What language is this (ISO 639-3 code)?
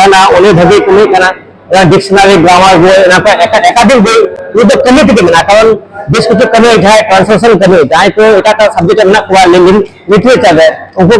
sat